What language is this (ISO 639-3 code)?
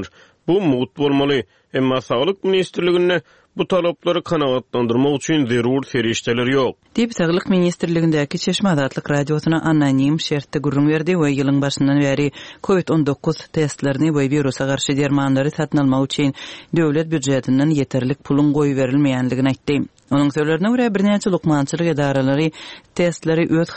tuk